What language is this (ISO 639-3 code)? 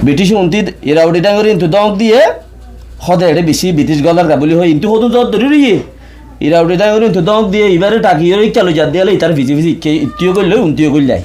rhg